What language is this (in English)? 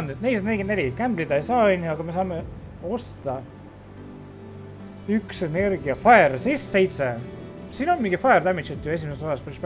Estonian